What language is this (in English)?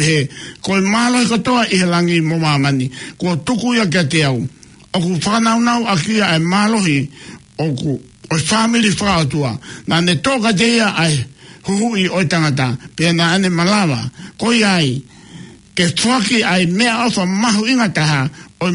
Tongan